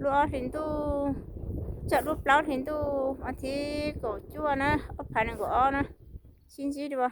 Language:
Hmong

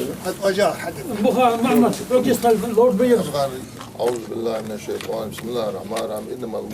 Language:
Ingush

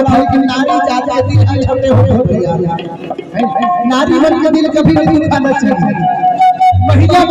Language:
Chhattisgarhi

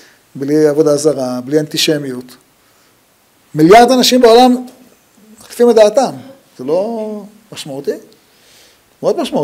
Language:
Hebrew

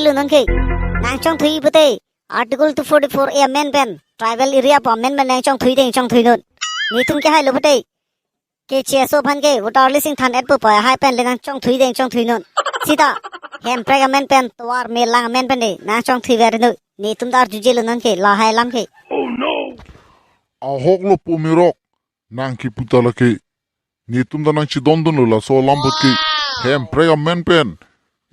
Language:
Karbi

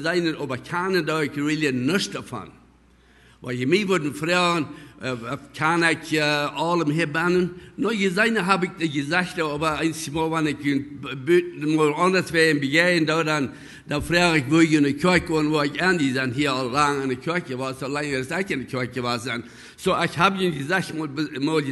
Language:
Plautdietsch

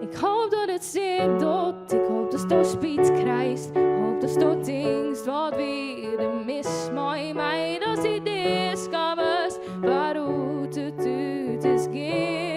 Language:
Western Frisian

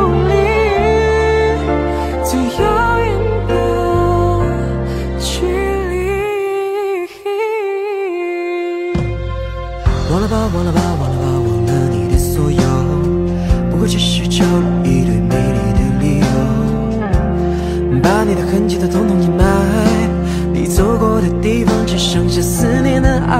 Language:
Chinese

